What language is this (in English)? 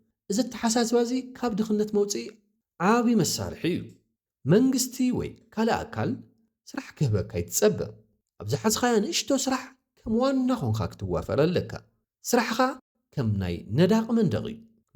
Tigrinya